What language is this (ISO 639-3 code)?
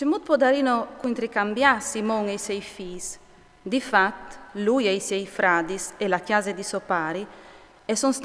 fur